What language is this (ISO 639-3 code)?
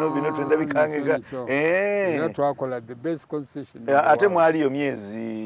xog